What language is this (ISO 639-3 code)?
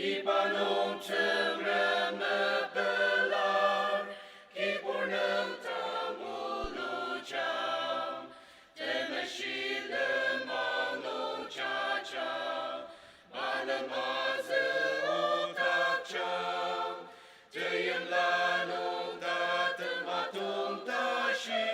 njo